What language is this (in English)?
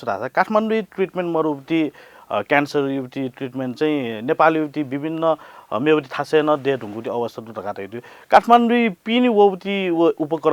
Newari